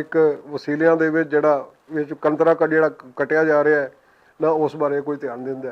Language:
Western Panjabi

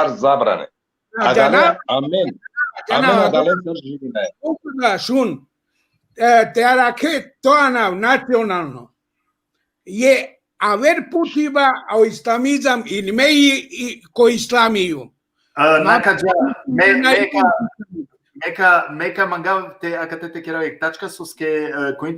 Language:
Balkan Romani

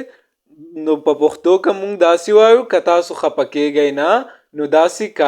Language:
Pashto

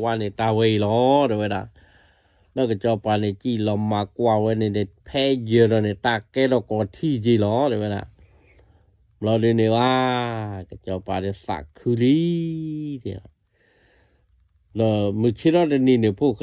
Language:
S'gaw Karen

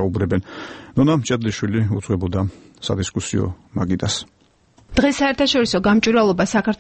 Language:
Georgian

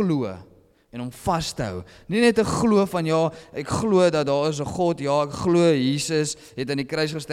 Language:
Afrikaans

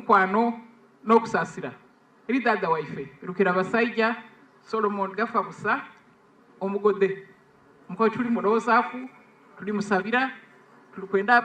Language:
Soga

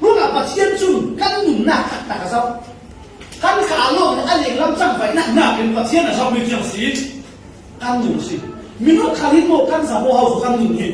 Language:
Falam Chin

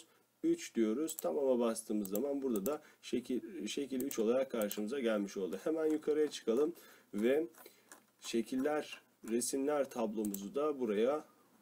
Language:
Turkish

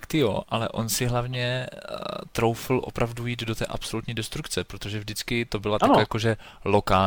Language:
Czech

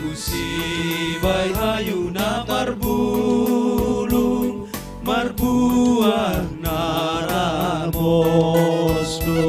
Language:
Batak Simalungun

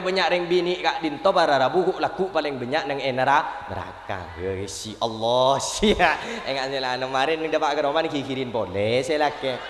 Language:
Madurese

